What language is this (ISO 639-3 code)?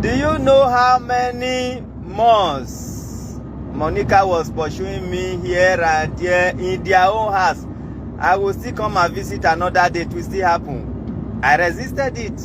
pcm